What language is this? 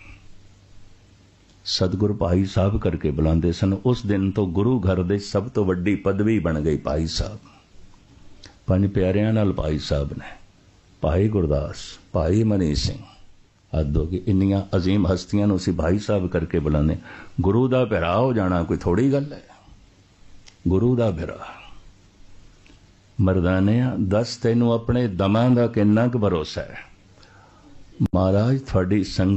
Punjabi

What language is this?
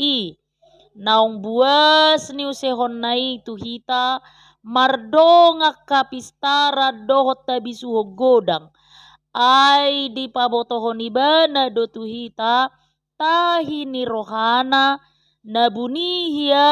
Batak Toba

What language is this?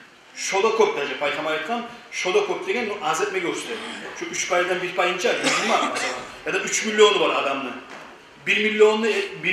Kumyk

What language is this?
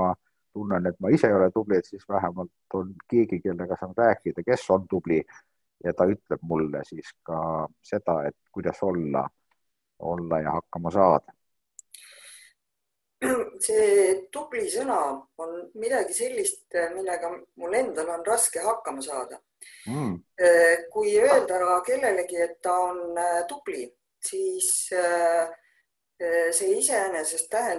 Estonian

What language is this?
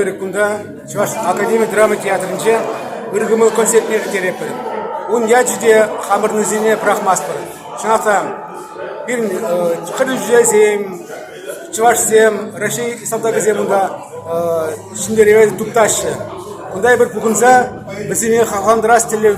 Chuvash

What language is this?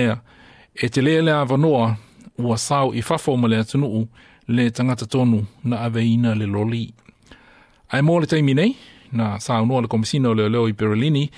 Samoan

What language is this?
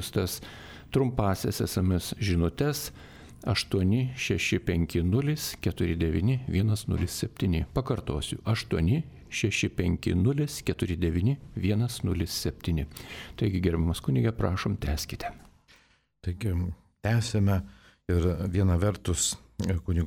Lithuanian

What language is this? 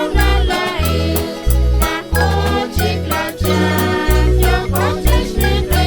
Kekchí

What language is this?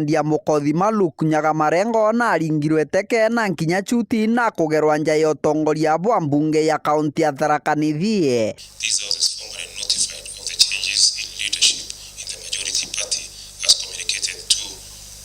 Meru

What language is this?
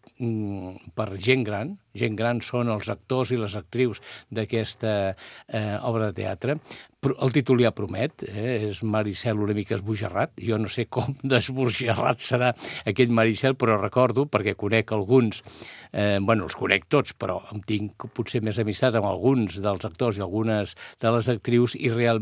Catalan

